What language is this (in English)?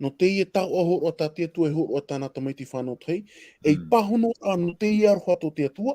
Tahitian